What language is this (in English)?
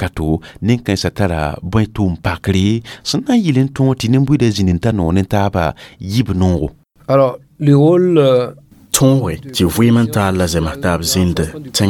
Mossi